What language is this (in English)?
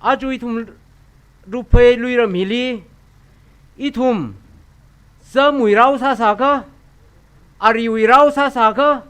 Tangkhul Naga (India)